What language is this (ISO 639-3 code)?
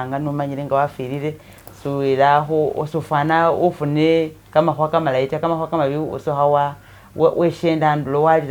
myx